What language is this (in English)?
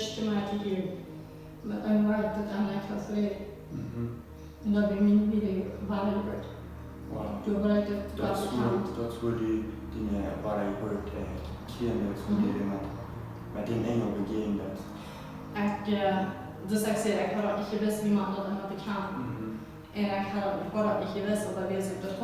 Plautdietsch